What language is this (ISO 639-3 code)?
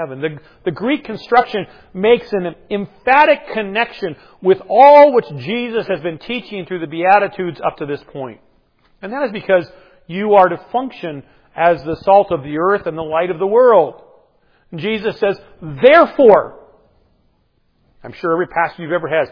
eng